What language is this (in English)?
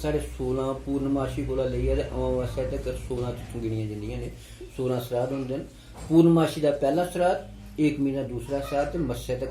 Dogri